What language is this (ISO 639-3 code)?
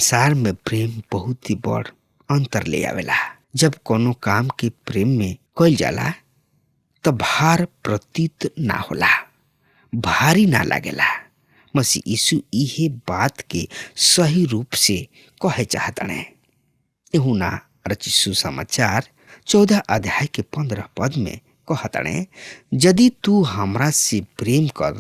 bho